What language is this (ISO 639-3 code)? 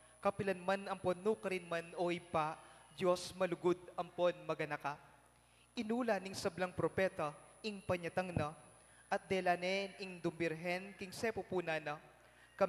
pam